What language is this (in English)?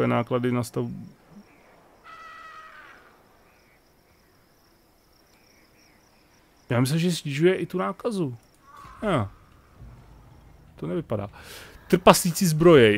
Czech